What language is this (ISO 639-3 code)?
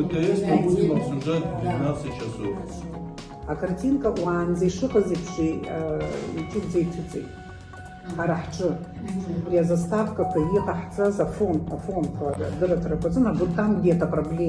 abk